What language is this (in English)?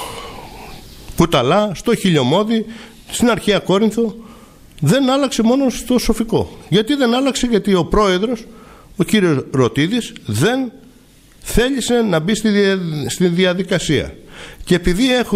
Greek